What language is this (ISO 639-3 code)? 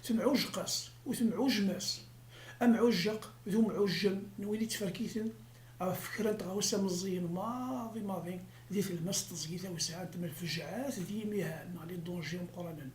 kab